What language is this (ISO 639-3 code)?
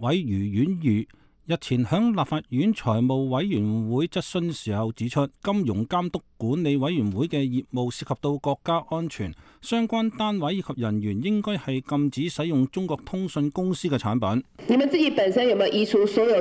yue